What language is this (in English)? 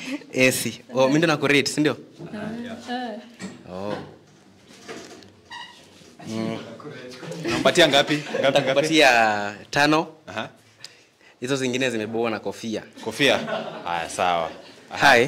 Swahili